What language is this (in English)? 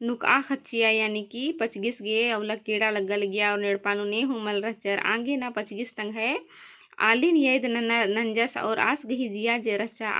Kurukh